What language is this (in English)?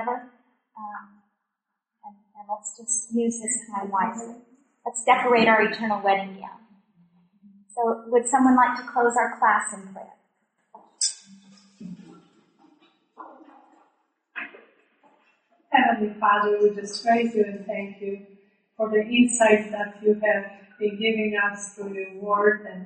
English